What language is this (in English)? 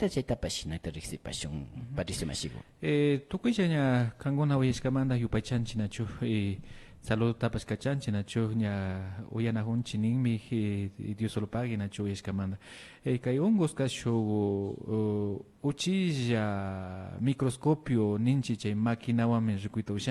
Imbabura Highland Quichua